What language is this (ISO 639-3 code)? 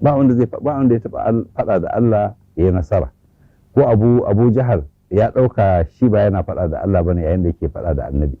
hau